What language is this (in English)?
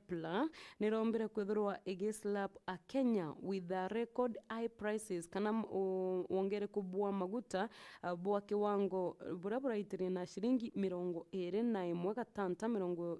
Meru